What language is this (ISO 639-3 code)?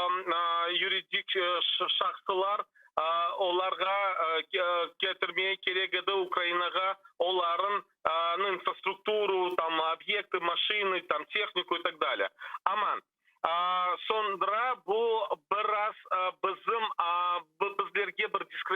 crh